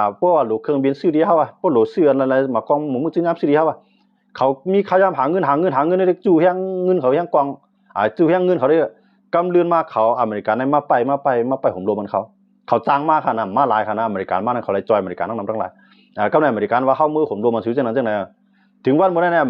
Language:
Shan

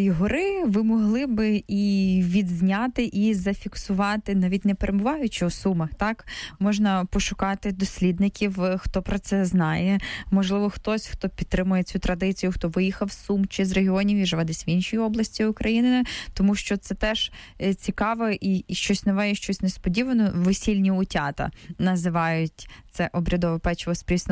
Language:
Ukrainian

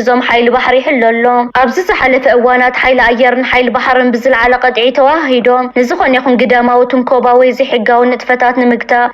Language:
Tigrinya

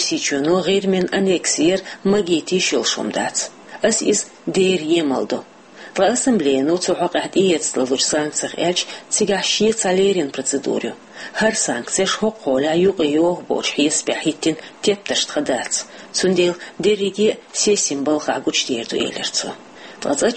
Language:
Chechen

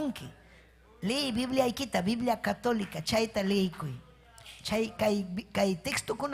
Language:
Ayacucho Quechua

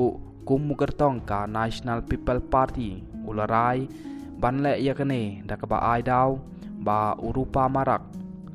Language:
Khasi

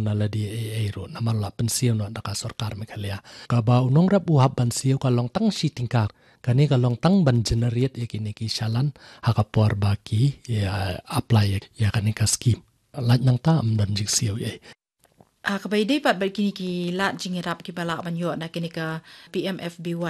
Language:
Khasi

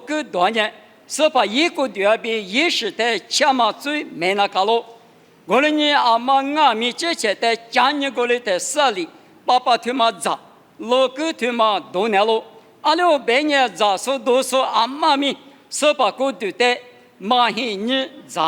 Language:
Lisu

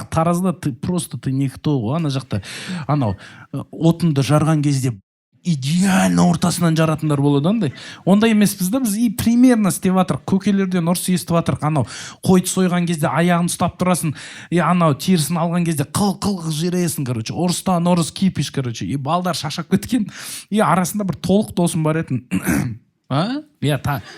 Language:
Kazakh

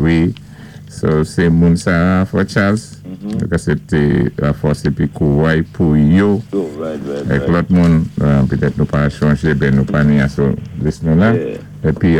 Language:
Saint Lucian Creole French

